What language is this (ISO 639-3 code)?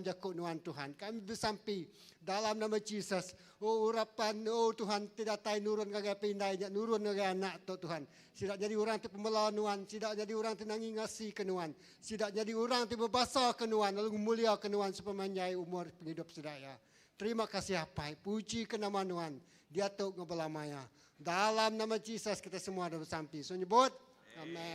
iba